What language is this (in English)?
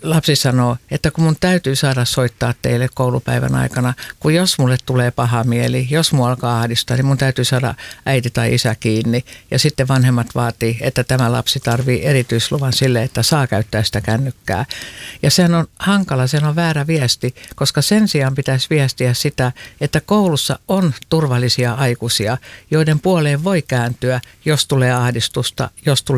Finnish